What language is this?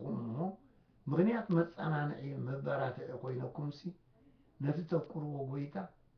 Tigrinya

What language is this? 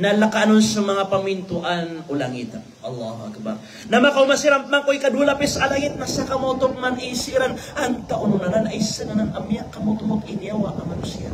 Maranao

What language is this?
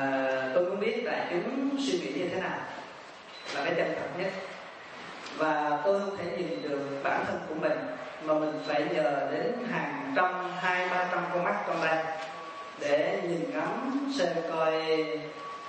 Vietnamese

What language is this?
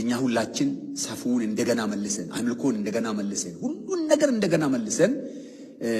Amharic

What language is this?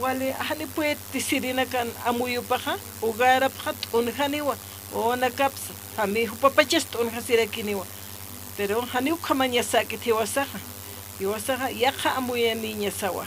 Aymara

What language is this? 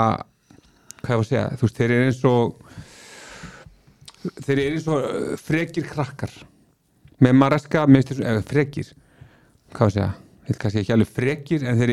Icelandic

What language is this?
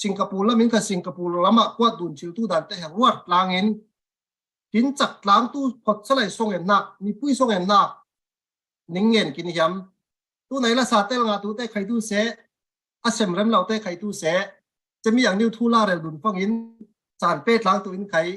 Falam Chin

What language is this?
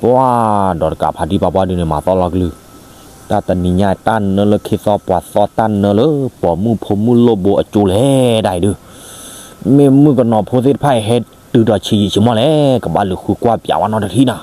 S'gaw Karen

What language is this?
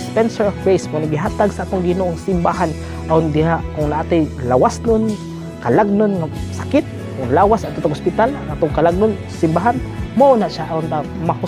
Cebuano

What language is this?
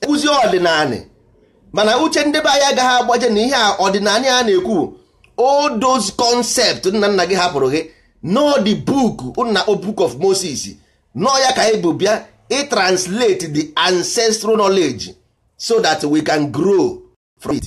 Igbo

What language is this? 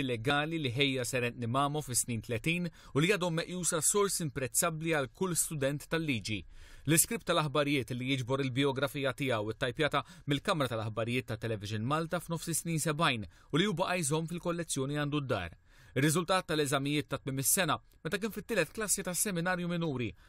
Maltese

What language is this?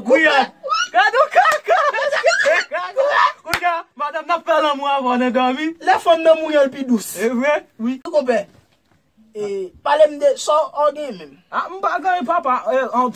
Haitian Creole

